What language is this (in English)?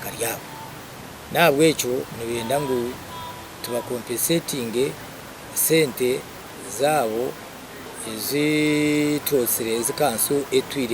Nyankole